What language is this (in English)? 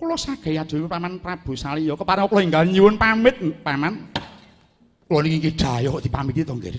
Javanese